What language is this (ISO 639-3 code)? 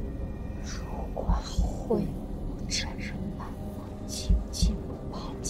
zho